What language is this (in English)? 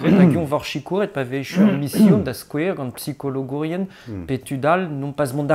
Breton